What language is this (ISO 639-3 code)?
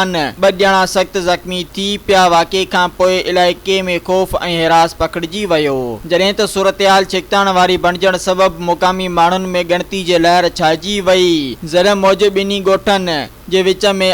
snd